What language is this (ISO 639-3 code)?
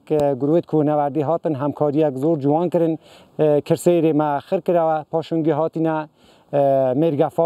ckb